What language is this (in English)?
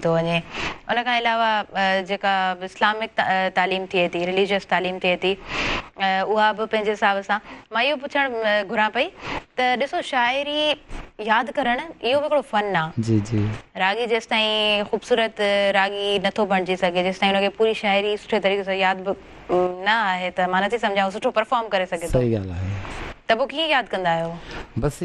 Sindhi